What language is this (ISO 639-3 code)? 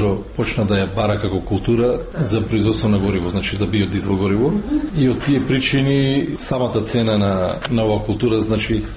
mkd